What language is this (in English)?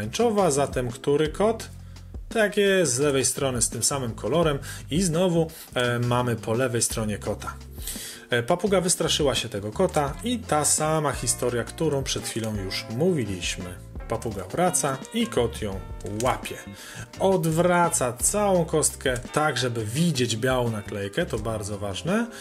Polish